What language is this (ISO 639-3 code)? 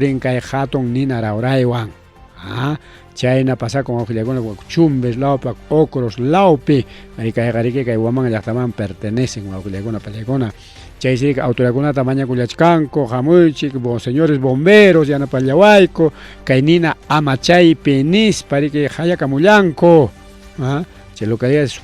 quy